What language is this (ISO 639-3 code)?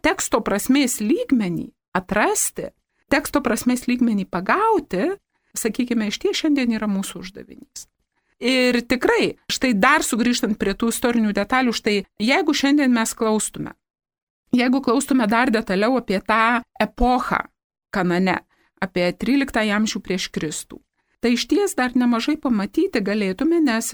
lit